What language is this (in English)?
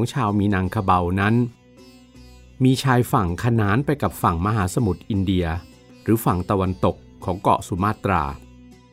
Thai